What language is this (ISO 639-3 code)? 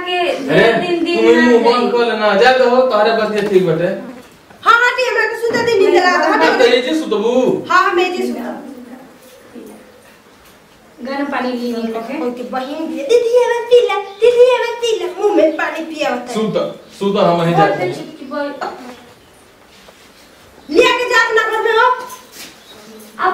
bho